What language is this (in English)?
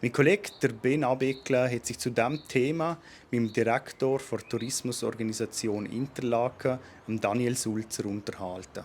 Swiss German